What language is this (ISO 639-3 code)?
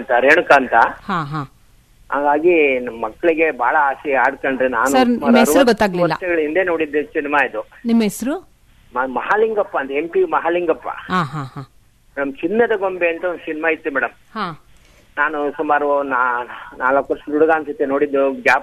kan